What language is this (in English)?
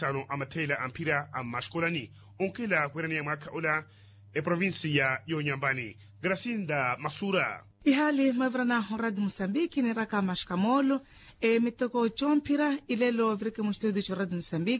Makhuwa